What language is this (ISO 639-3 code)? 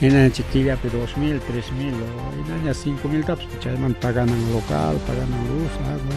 quy